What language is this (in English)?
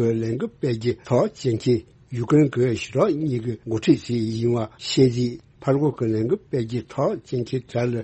Tibetan